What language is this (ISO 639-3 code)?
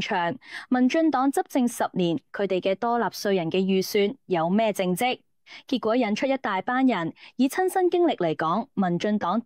yue